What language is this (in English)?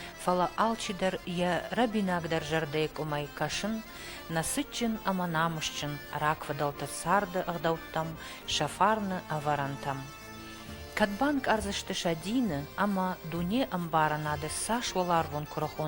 Ossetic